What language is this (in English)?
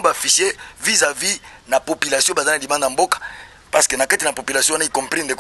Lingala